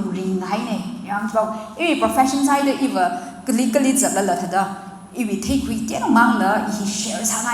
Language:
Tangkhul Naga (India)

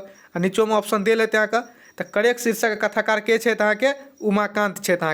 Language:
Maithili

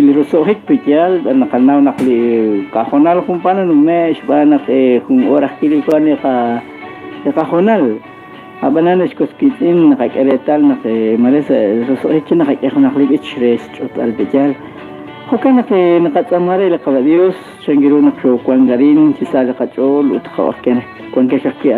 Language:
Kekchí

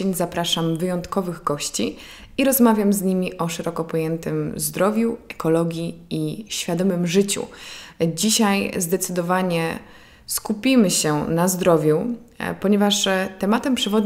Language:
Polish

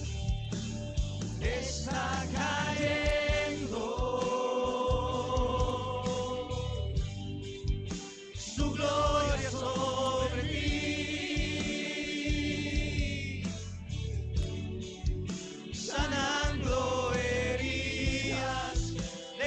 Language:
Spanish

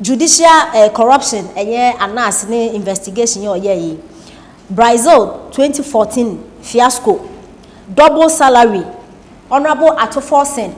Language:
Akan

